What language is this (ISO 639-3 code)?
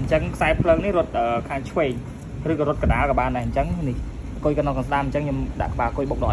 khm